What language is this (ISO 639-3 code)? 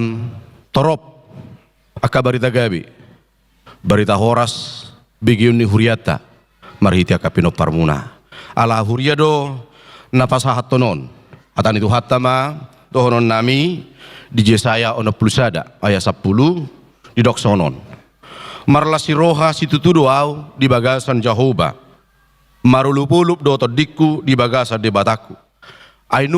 bbc